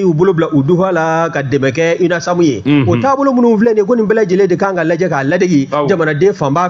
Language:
Bambara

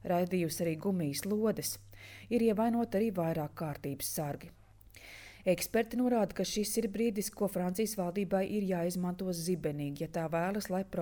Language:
Latvian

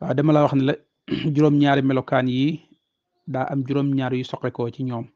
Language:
Wolof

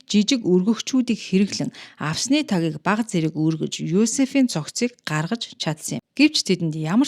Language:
Mongolian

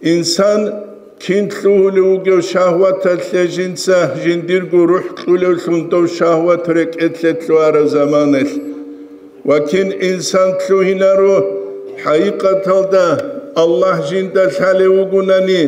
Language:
Avaric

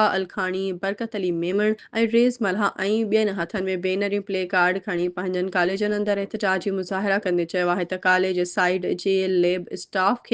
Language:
Sindhi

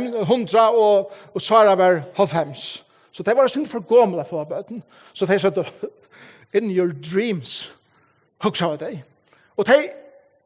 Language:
Faroese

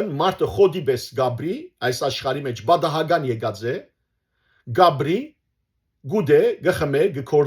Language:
Western Armenian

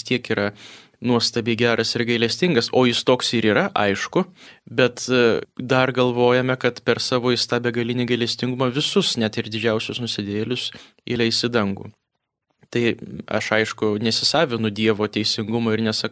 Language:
Lithuanian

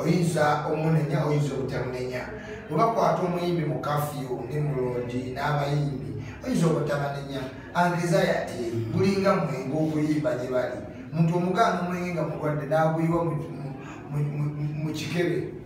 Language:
Ganda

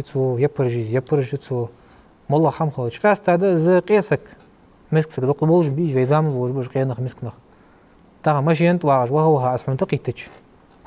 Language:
Ingush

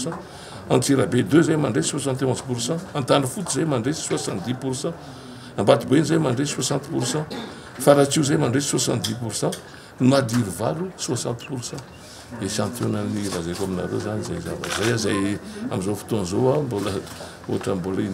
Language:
Malagasy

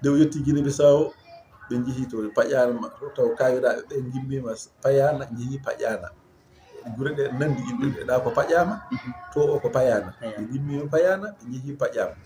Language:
Fula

